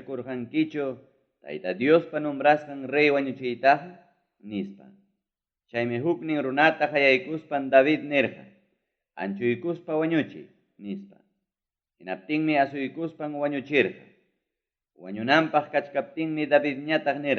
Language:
Ayacucho Quechua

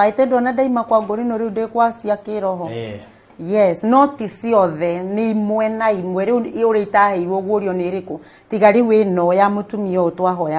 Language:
Kikuyu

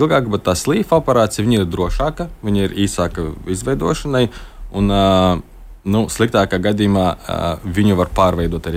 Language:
Latvian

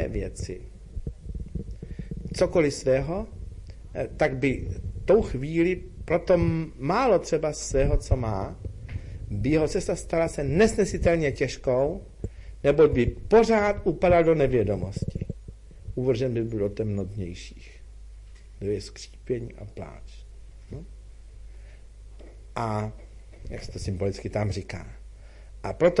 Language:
Czech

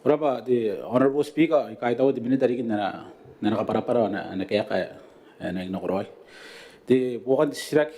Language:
Gilbertese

